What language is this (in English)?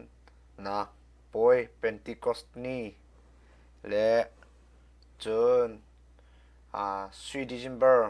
Hakha Chin